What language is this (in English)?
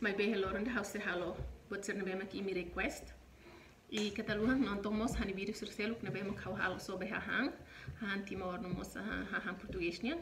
Tetum